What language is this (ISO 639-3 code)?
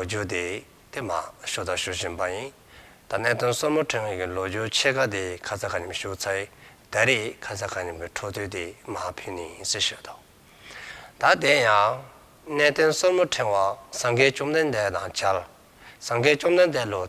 dzo